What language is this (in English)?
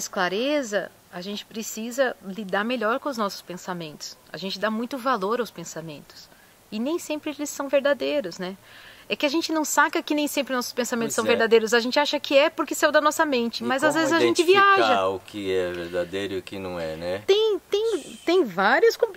Portuguese